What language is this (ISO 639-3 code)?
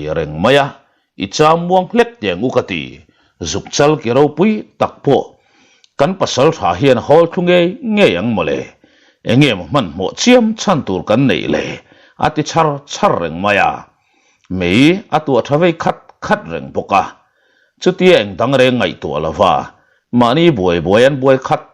lus